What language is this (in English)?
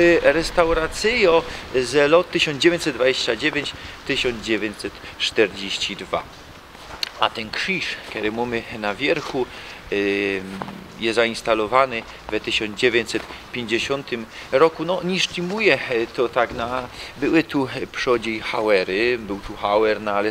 Silesian